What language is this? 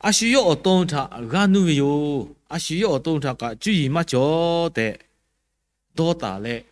Lahu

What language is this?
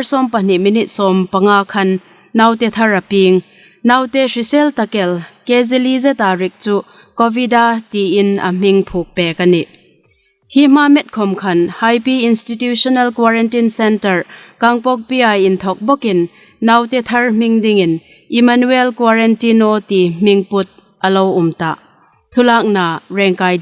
Hmar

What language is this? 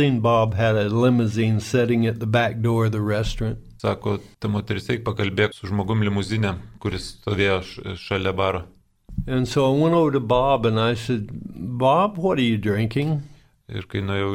Lithuanian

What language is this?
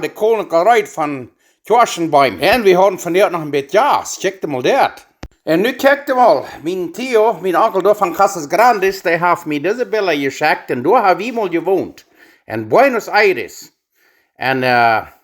Plautdietsch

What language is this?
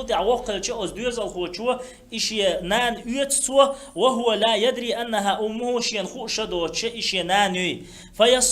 Chechen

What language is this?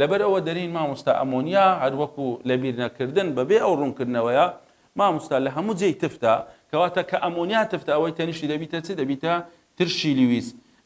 Central Kurdish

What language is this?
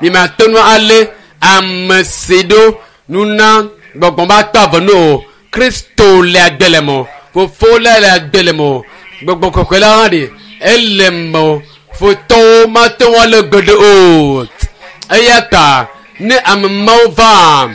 Ewe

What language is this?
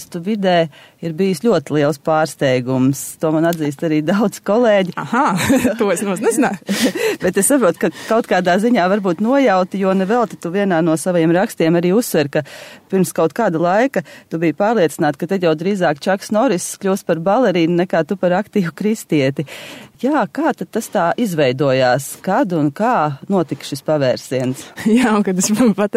Latvian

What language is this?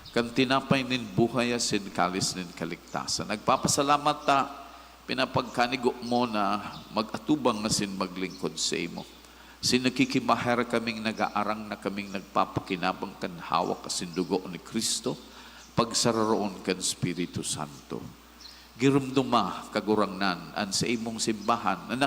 Bikol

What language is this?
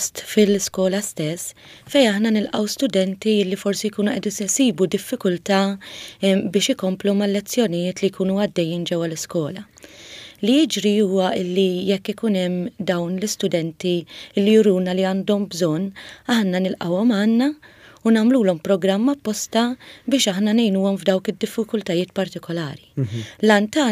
Maltese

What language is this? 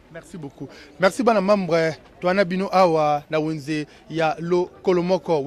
Lingala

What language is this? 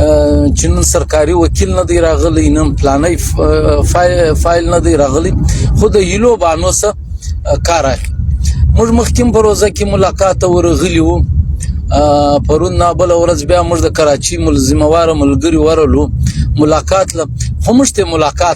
Pashto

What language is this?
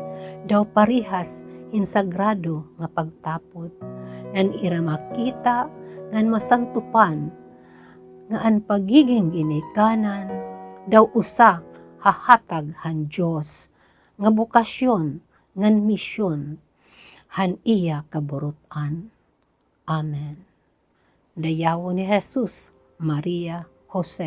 Waray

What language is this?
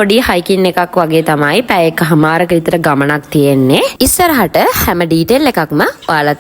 Sinhala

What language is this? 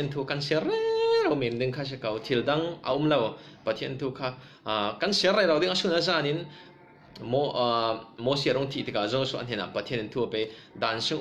Falam Chin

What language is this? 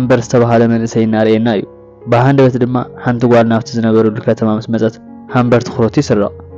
Tigrinya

